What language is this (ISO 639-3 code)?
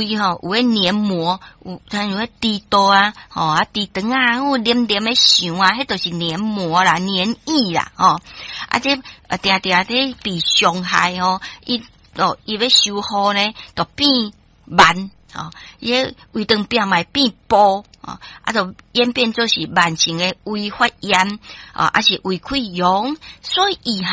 nan